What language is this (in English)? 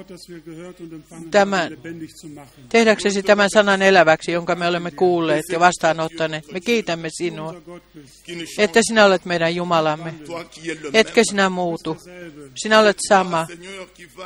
Finnish